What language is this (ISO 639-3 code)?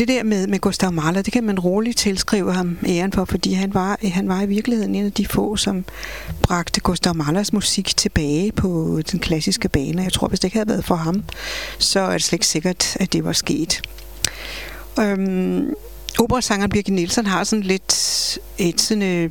dan